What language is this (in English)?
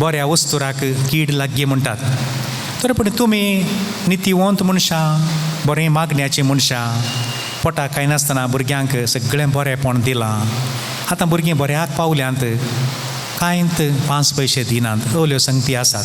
Konkani